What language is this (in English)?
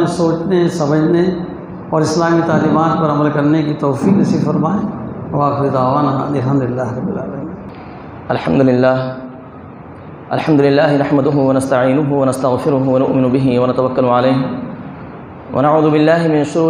Urdu